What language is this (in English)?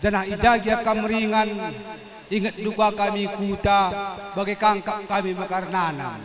Batak Karo